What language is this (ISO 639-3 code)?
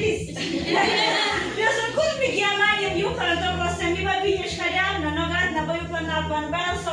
tpi